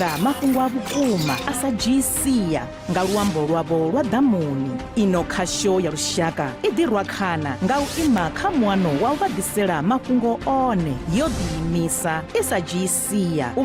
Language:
Venda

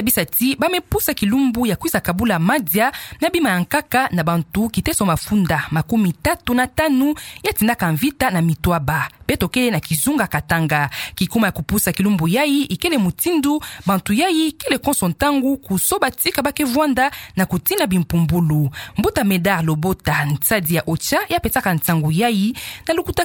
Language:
Kituba (Democratic Republic of Congo)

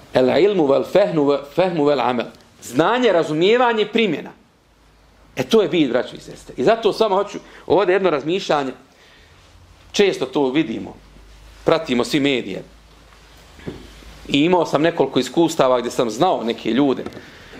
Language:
Bosnian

